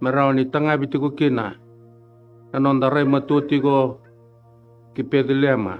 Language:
Fijian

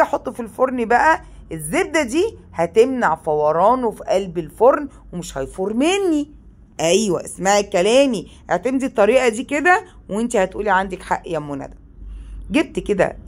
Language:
Egyptian Arabic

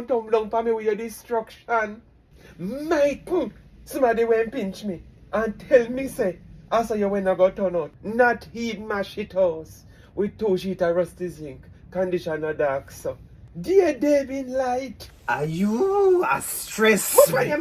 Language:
Jamaican Creole English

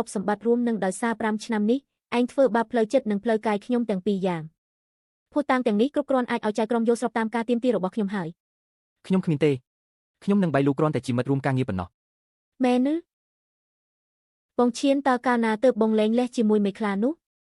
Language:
Khmer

